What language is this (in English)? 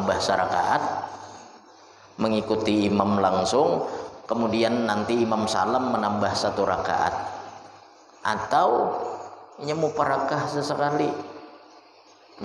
Indonesian